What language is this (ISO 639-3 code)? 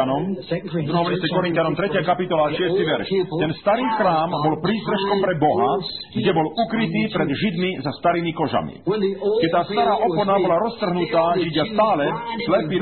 slk